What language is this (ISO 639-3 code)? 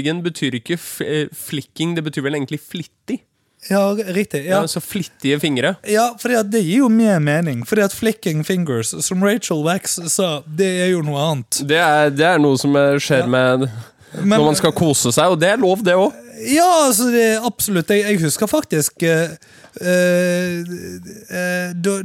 nor